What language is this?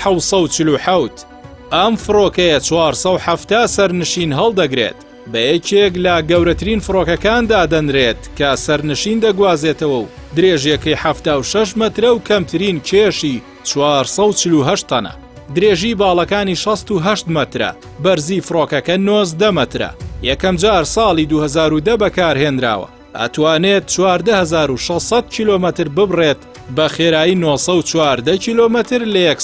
Central Kurdish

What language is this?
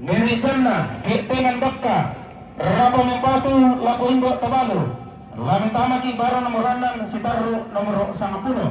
Toraja-Sa'dan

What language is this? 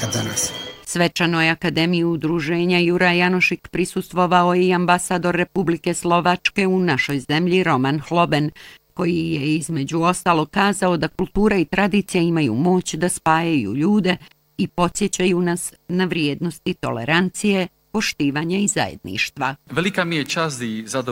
Bosnian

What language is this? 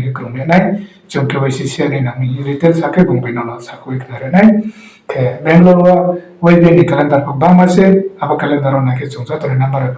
Riang (India)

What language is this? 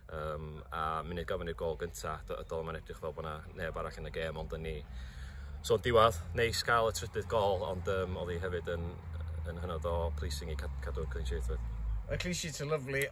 Welsh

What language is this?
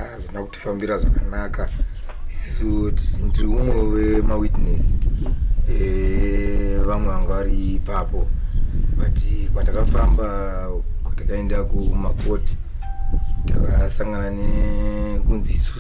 Shona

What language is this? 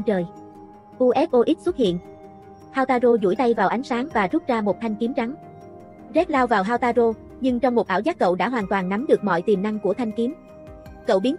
Vietnamese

